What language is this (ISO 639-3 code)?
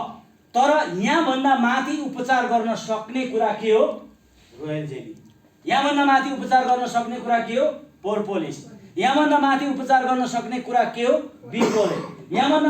nep